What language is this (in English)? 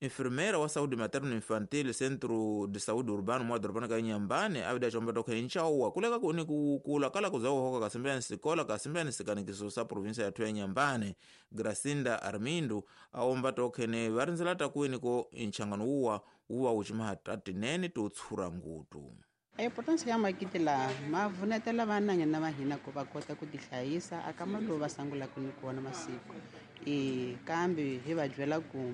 Tsonga